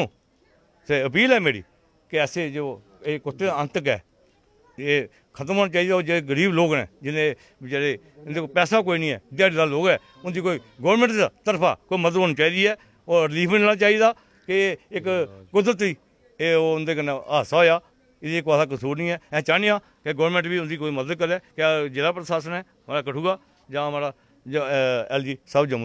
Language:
Dogri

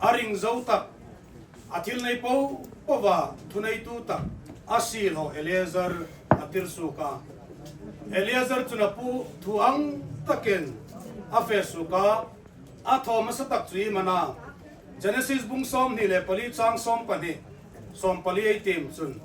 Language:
Hmar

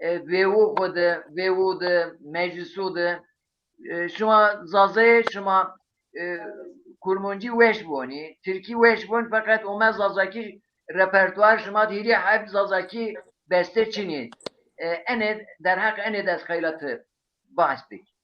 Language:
Zaza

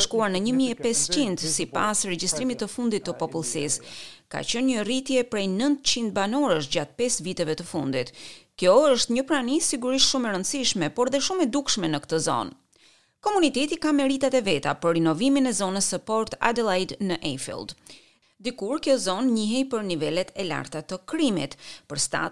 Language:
Albanian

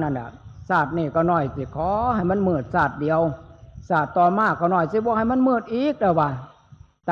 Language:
Northeastern Thai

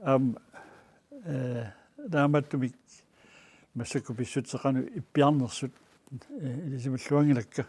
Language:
Kalaallisut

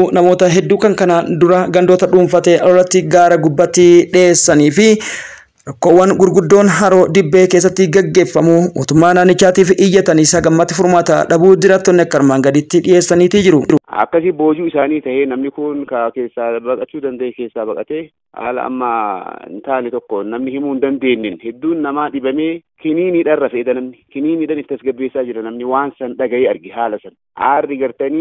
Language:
Oromo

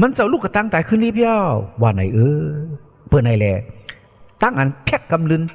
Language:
Shan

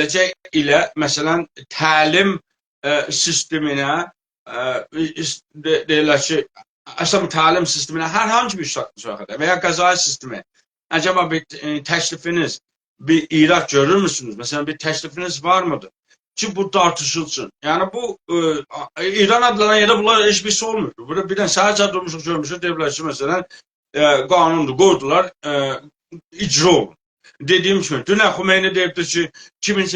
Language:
South Azerbaijani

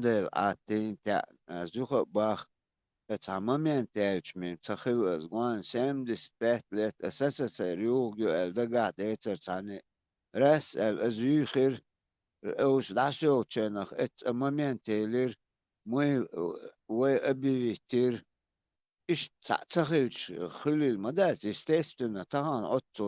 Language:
Chechen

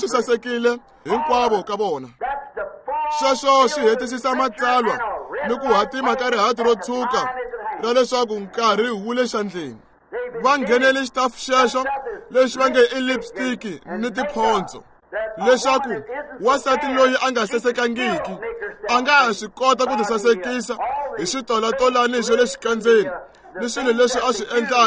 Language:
Tsonga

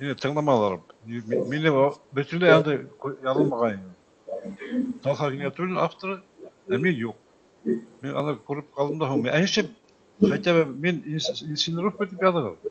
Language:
Bashkir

